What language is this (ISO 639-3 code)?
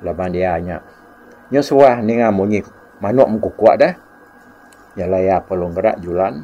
iba